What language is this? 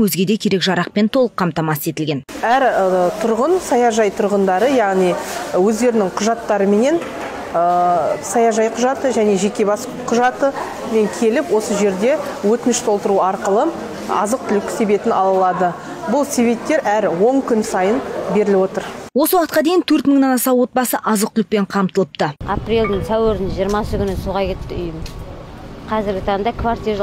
Kazakh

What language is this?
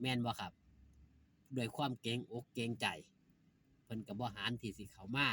Northeastern Thai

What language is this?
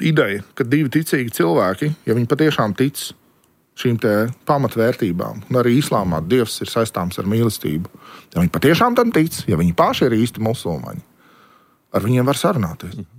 Latvian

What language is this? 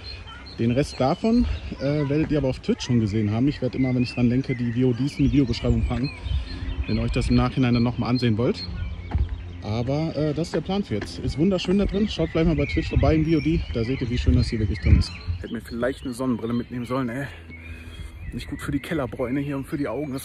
German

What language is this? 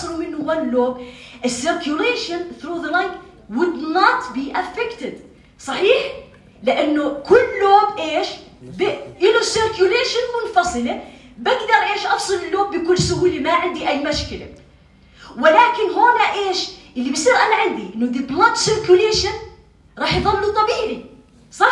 North Levantine Arabic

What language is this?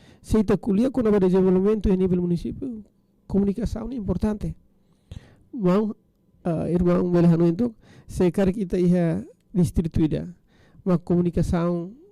Tetum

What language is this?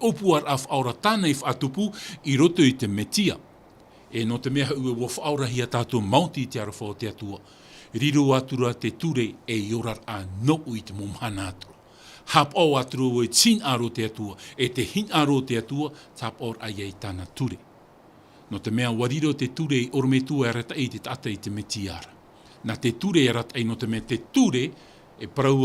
Tahitian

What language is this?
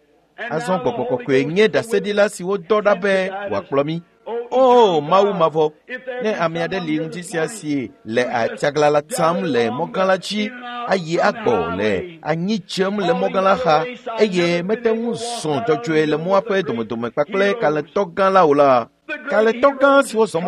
Ewe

